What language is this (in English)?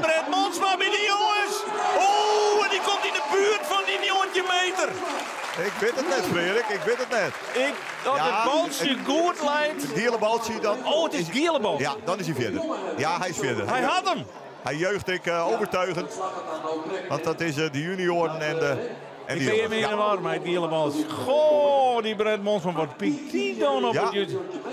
Western Frisian